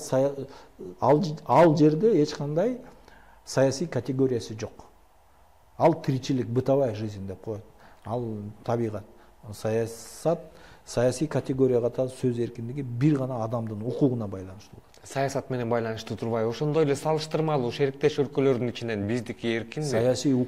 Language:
Kyrgyz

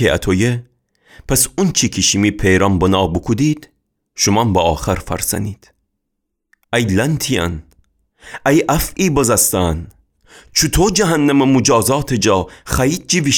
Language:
Gilaki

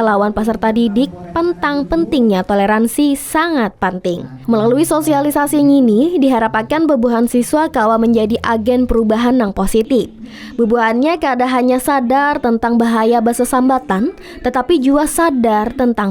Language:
Banjar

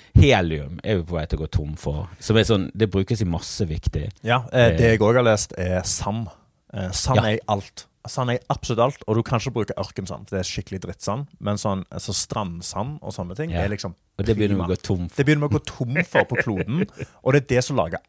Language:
Norwegian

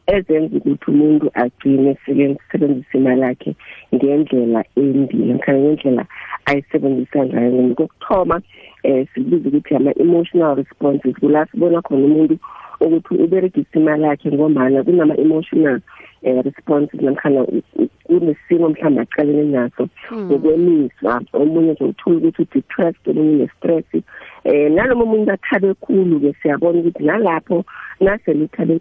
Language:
South Ndebele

